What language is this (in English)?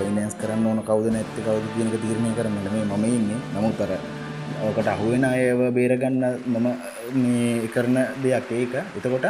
Sinhala